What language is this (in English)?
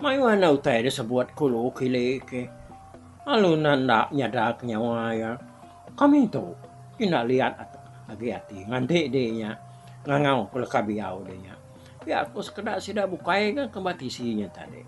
Iban